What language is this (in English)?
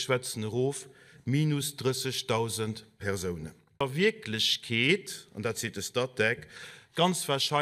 Luxembourgish